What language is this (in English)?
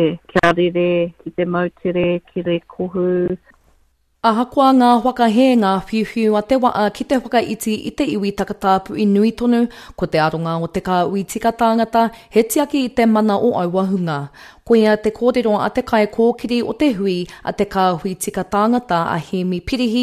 Māori